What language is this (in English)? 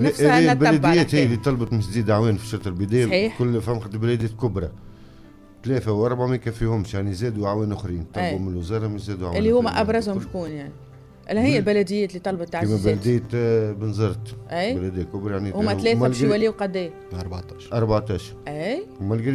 Tunisian Arabic